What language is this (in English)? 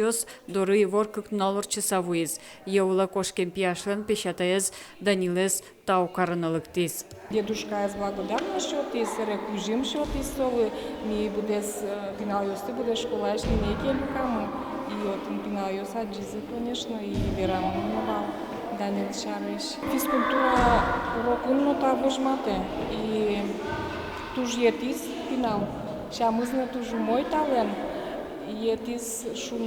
Udmurt